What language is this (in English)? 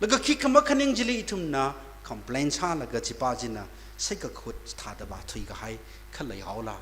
Tangkhul Naga (India)